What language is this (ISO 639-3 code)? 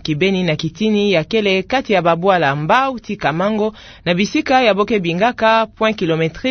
ktu